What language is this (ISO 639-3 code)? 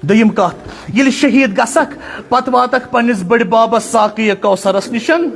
kas